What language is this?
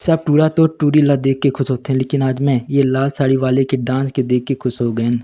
Chhattisgarhi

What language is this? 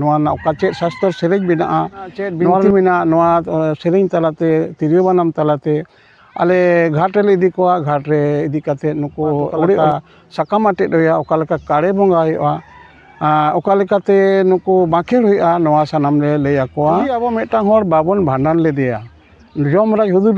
Santali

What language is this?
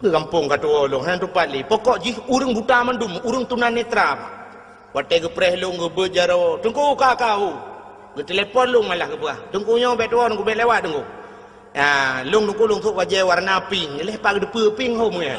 Achinese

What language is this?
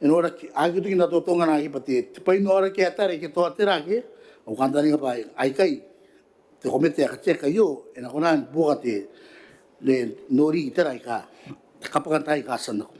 Gilbertese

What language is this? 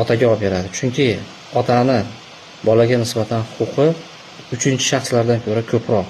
Uzbek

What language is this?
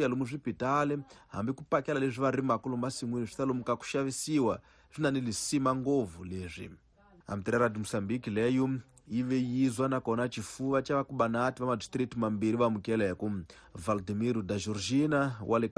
Tsonga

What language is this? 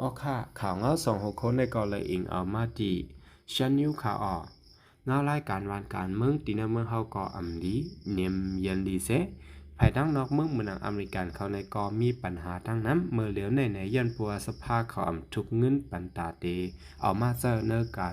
Shan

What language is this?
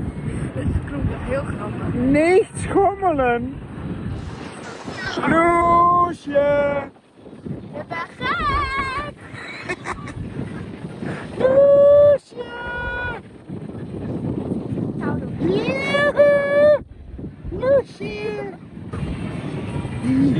Dutch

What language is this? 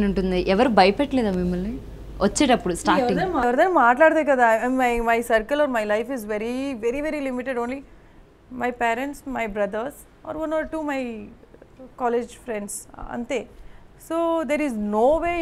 Telugu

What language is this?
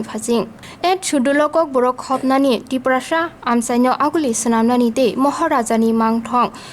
Kok Borok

